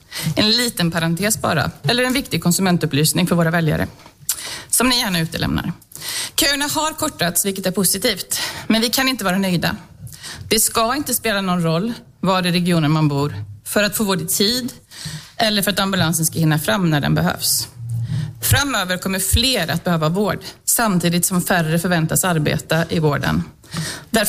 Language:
Swedish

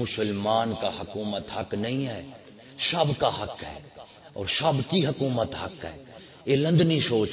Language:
Saraiki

